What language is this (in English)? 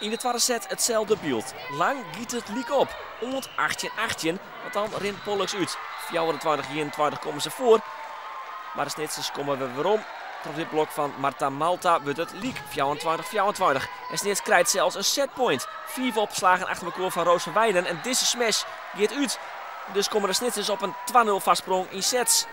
Western Frisian